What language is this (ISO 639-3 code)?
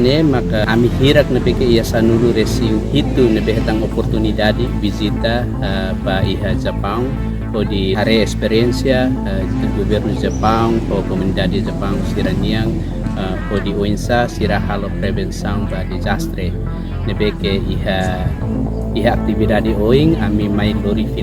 tet